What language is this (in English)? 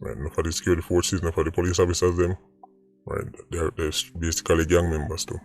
Jamaican Creole English